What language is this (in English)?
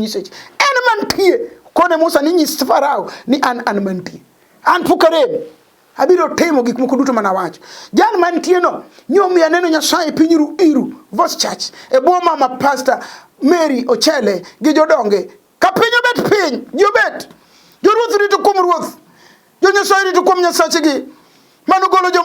Luo (Kenya and Tanzania)